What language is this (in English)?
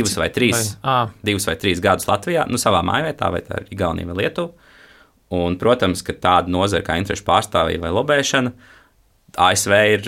Latvian